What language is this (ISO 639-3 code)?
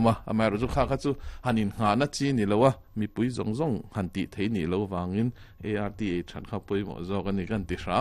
lus